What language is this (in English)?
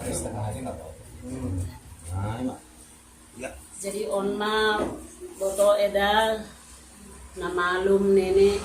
Batak Simalungun